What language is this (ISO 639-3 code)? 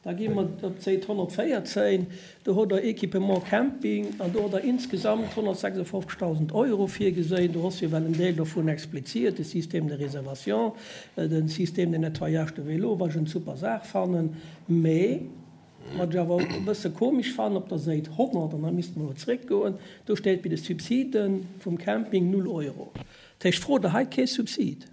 ltz